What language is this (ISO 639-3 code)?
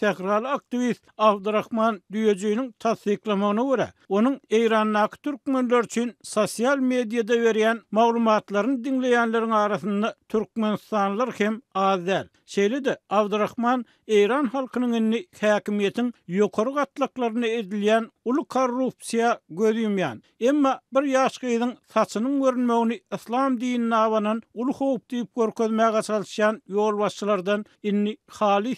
tuk